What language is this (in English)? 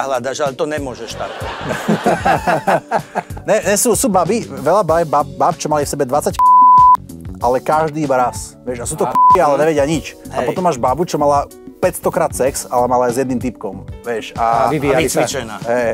Slovak